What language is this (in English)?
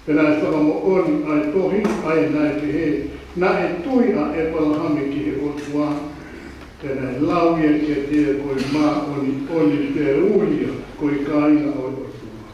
Tongan